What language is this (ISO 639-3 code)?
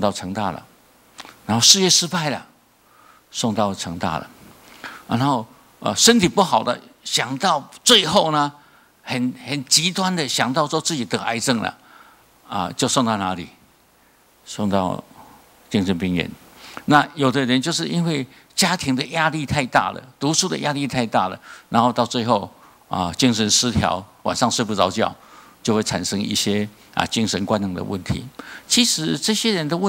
zho